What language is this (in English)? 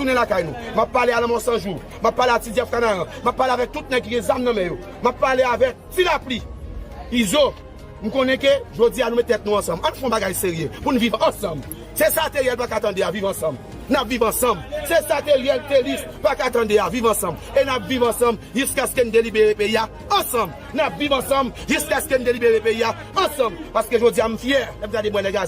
Haitian Creole